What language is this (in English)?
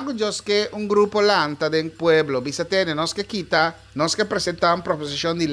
Papiamento